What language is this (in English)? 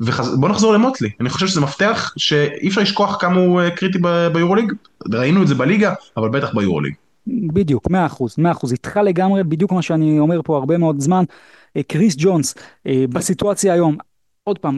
Hebrew